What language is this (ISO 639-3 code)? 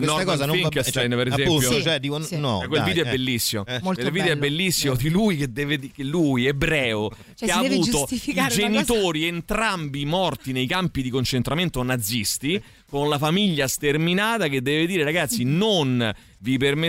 ita